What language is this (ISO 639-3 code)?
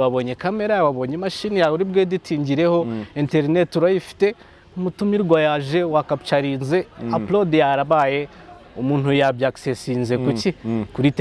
kin